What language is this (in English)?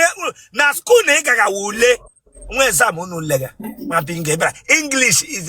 Igbo